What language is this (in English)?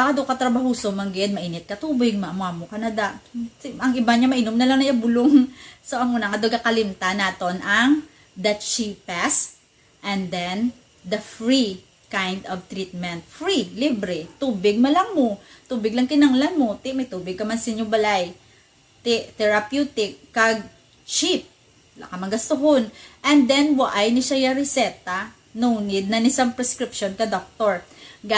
Hiligaynon